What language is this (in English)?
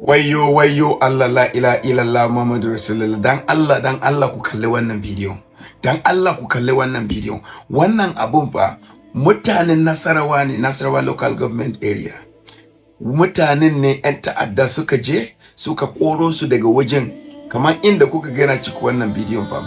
Hausa